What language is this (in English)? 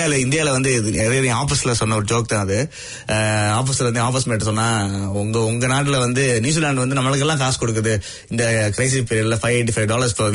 Tamil